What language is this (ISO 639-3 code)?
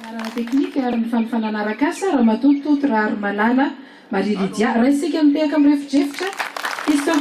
mlg